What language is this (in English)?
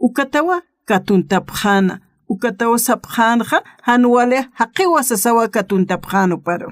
Aymara